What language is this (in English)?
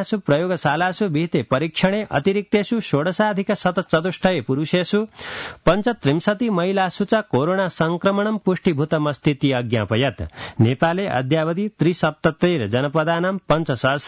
Sanskrit